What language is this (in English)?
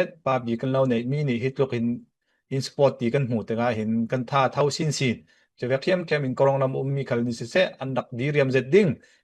Falam Chin